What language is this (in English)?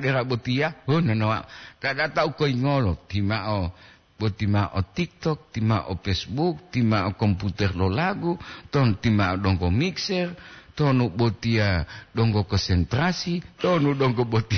Gorontalo